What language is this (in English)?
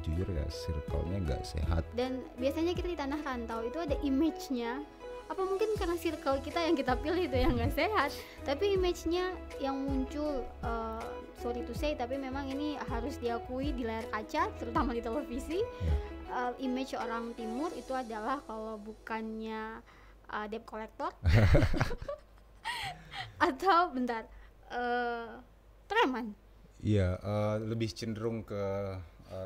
Indonesian